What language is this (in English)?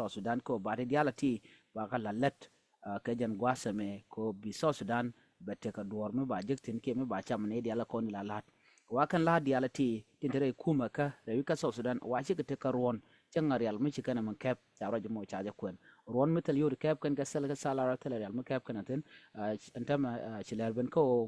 Nuer